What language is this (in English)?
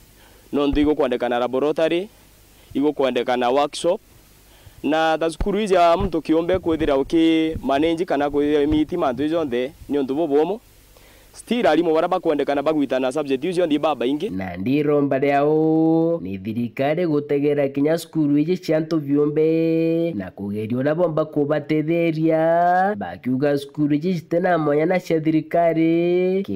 Meru